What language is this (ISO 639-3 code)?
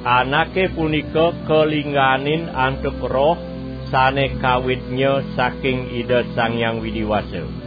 ban